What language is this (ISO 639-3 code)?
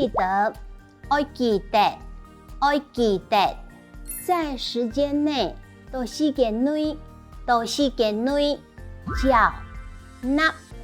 hak